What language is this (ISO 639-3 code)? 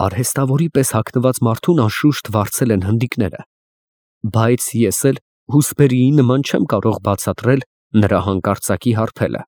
hye